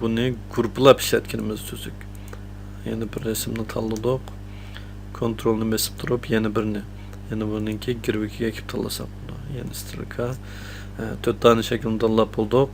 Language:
Uyghur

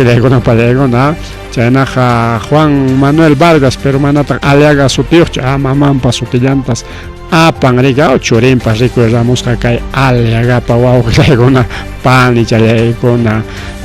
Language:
Ayacucho Quechua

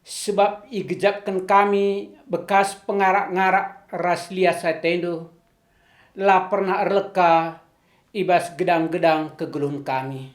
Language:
Batak Karo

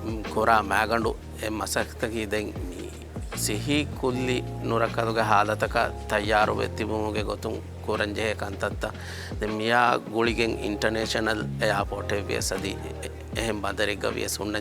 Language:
Divehi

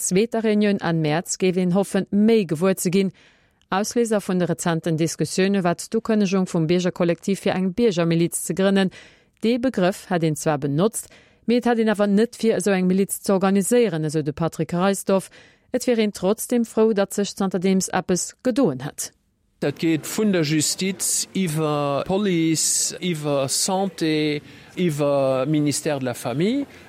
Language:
Luxembourgish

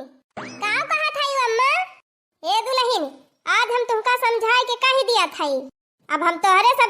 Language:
Awadhi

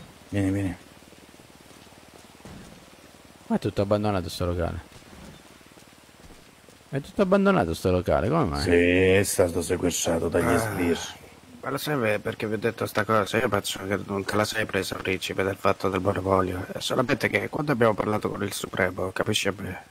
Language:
Italian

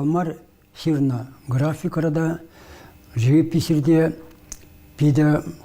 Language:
Chuvash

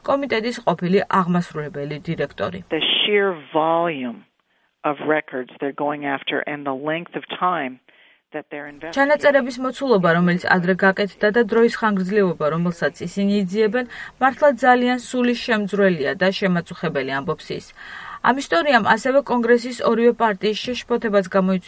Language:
Georgian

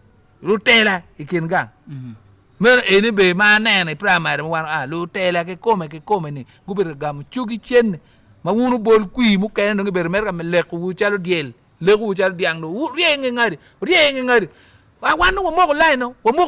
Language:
Acoli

